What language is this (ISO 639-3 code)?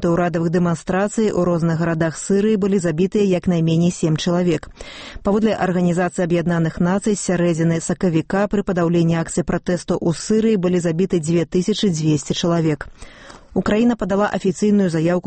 bel